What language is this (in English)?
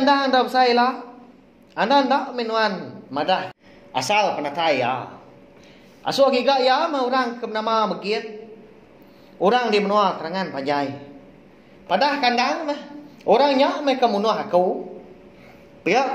Iban